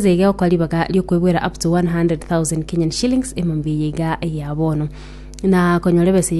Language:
Gusii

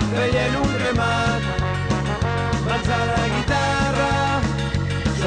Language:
Catalan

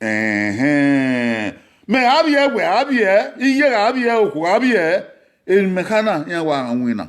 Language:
Bini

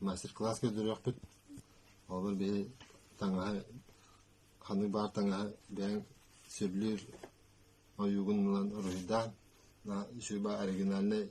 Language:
Yakut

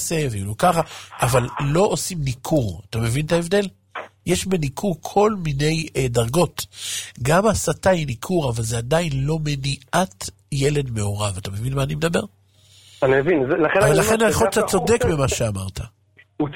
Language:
Hebrew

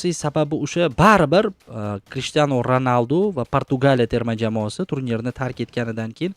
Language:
Uzbek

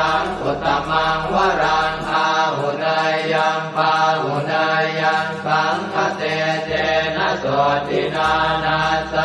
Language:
Pali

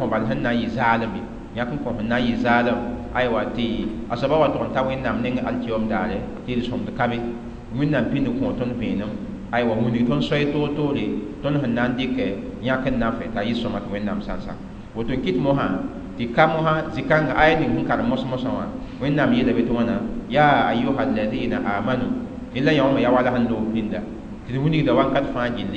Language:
Mossi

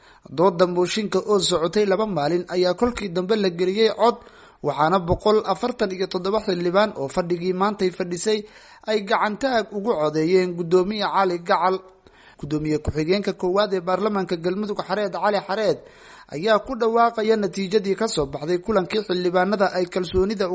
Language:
Somali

